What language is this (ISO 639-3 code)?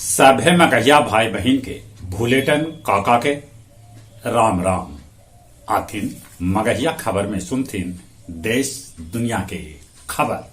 mag